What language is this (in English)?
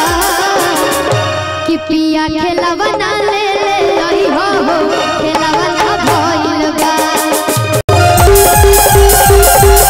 Bhojpuri